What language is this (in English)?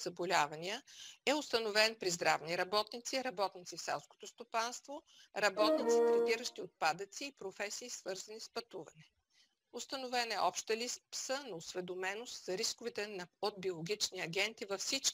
Bulgarian